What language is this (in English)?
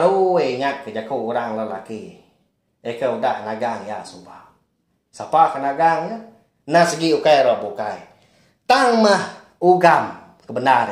Iban